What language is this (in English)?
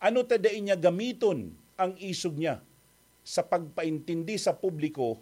Bikol